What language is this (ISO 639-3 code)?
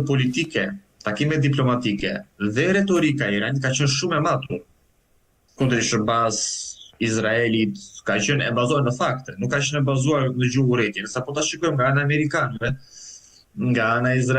sqi